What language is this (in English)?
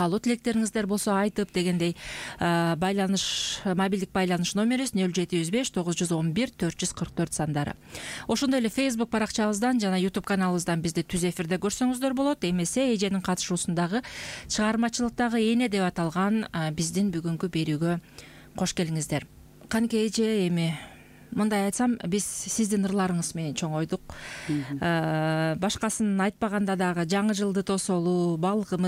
Kyrgyz